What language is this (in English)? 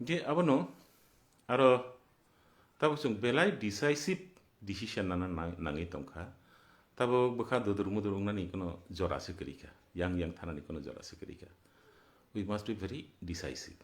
Kok Borok